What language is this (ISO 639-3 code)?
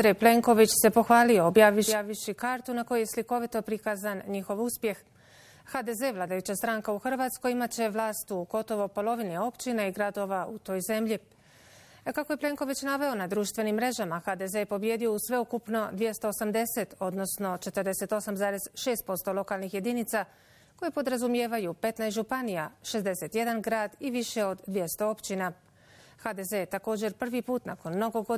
bos